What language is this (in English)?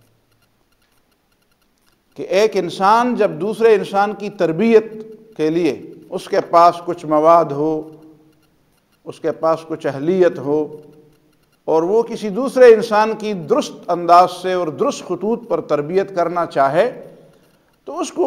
Urdu